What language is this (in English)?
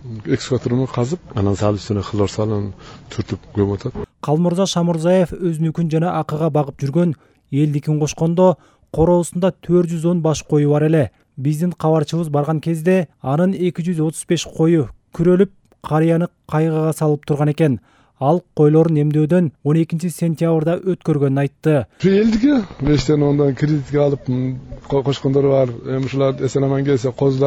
Kyrgyz